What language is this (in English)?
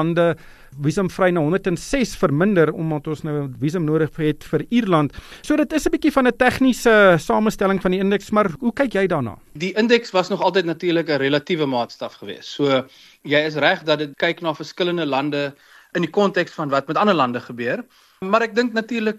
Afrikaans